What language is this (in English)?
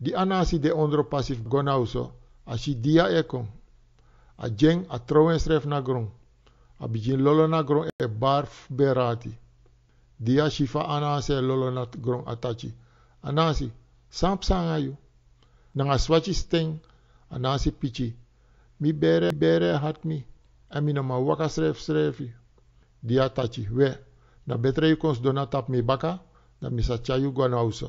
Sranan Tongo